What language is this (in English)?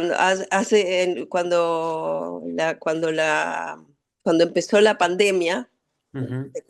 Ladino